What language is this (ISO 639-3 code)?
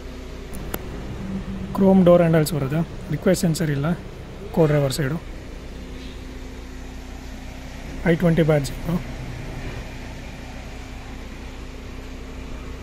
kan